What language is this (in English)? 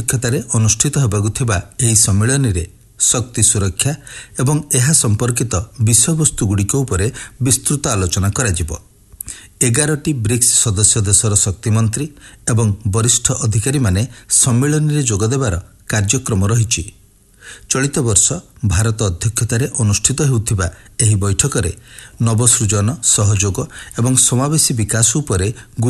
Odia